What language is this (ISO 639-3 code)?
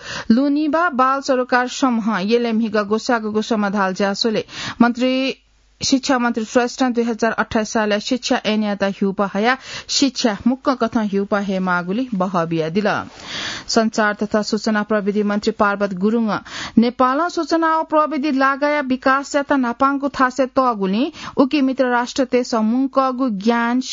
new